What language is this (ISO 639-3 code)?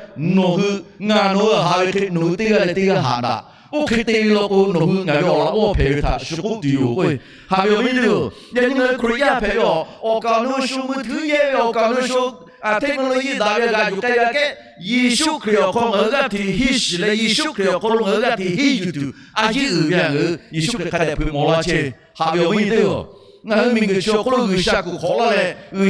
lhu